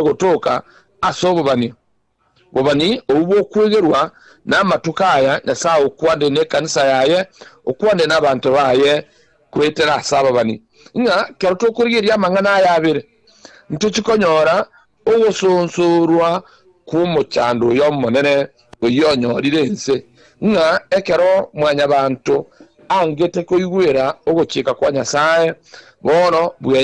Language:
Gusii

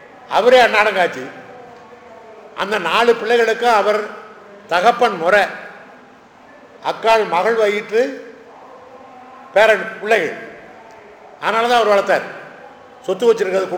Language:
Tamil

